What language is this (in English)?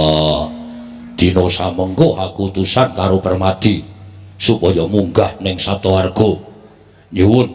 Javanese